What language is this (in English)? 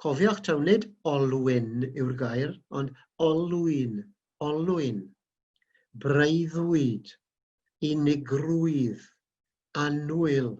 Welsh